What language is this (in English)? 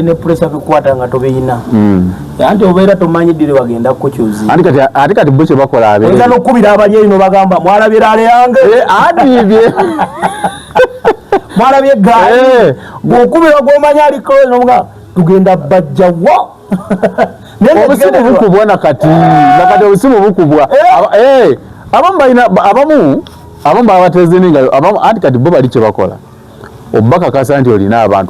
Ganda